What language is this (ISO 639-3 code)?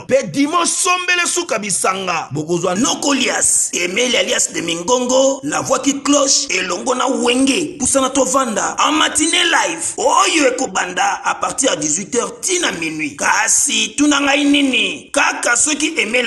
lin